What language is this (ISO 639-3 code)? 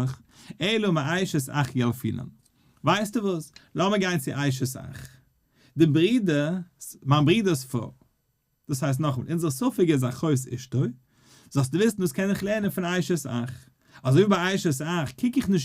yid